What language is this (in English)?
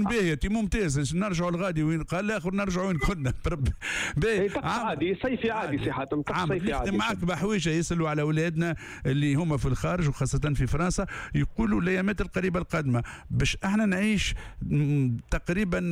Tunisian Arabic